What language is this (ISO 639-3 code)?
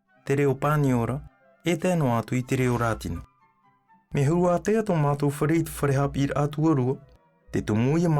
tah